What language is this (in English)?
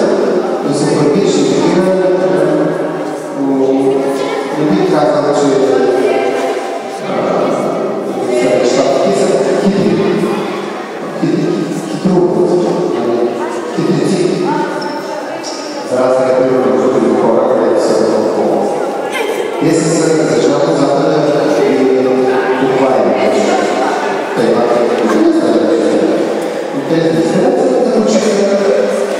Bulgarian